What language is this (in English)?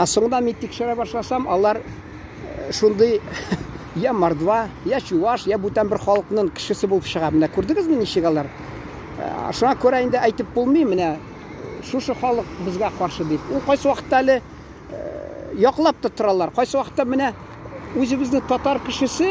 Tatar